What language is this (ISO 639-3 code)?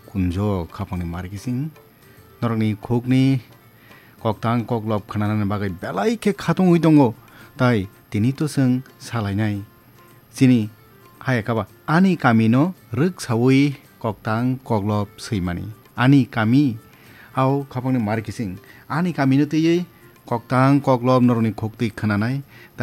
trp